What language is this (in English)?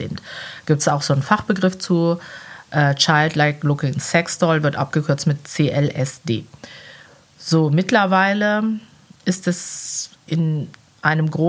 German